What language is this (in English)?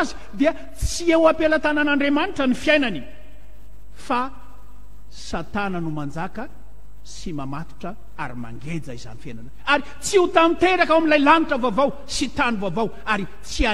Malagasy